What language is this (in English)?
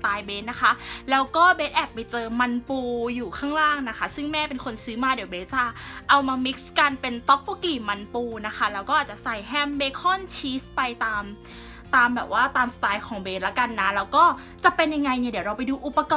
Thai